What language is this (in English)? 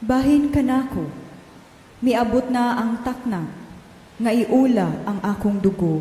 Cebuano